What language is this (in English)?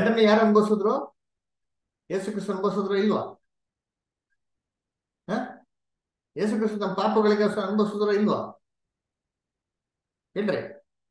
Kannada